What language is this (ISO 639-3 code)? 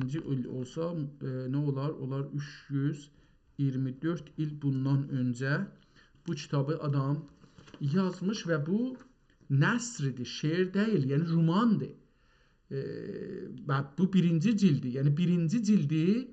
azb